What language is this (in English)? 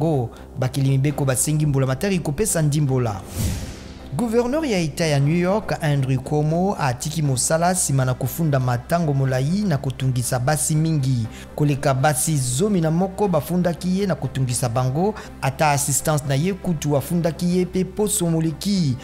Lingala